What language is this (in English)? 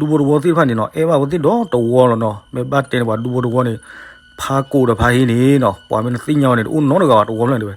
S'gaw Karen